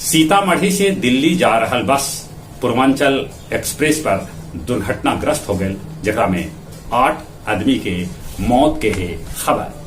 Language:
Magahi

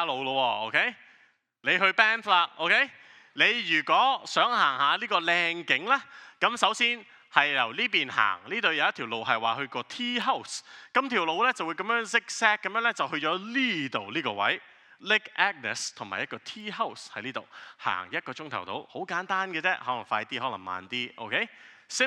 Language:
Cantonese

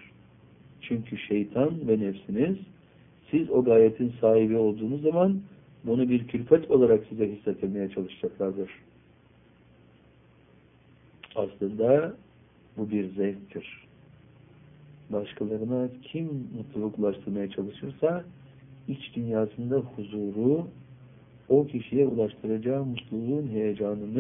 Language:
Turkish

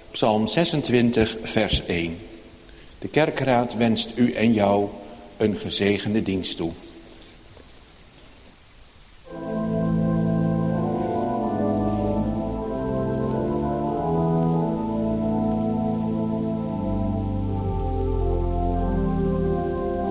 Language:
Dutch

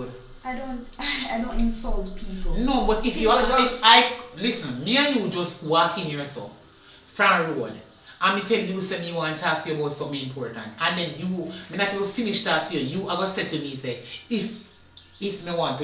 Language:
Jamaican Creole English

